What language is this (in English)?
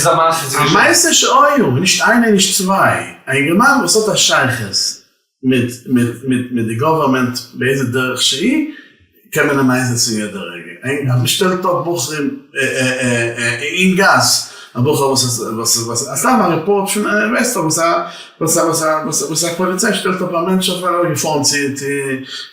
Yiddish